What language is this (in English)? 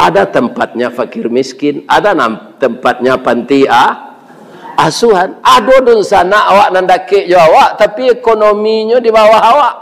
Minangkabau